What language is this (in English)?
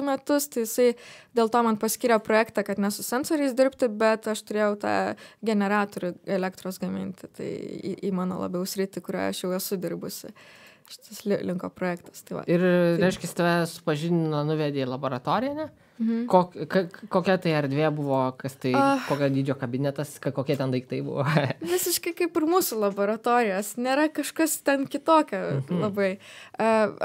Lithuanian